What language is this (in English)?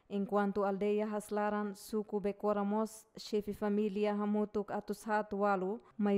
Tetum